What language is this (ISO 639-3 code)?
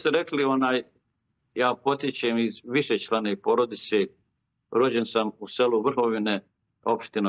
bos